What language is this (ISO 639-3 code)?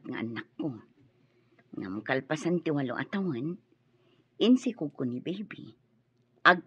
ilo